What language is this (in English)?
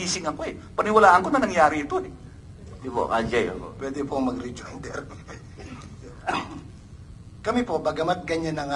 Filipino